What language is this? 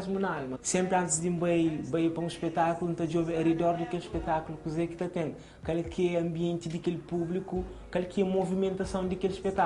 Kabuverdianu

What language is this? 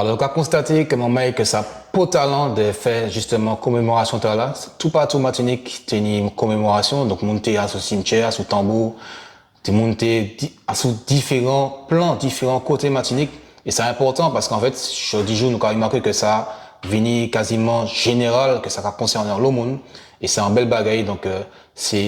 Guadeloupean Creole French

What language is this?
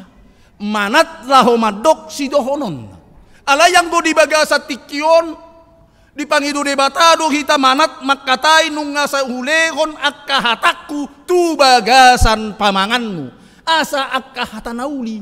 Batak Toba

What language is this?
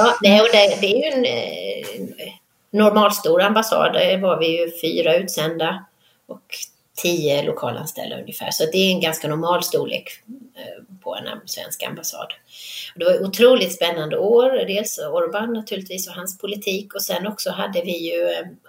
Swedish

